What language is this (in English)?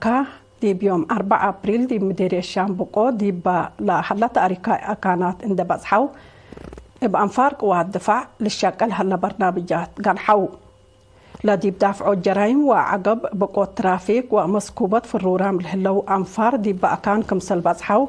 Tigre